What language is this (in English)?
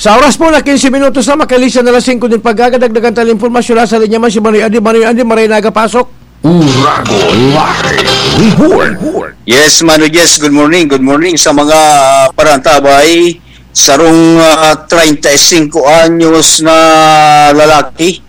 Bikol